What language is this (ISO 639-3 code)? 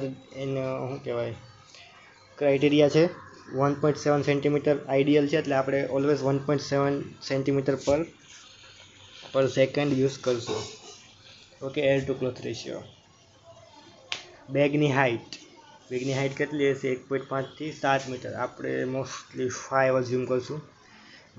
guj